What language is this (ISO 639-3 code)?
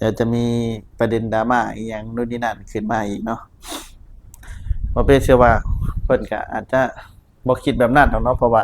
lao